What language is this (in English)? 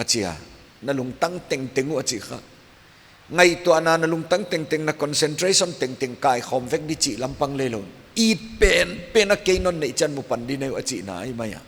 Paite Chin